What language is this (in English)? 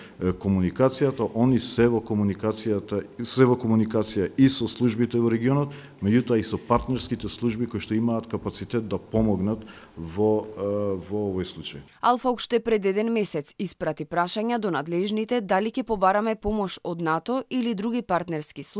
Macedonian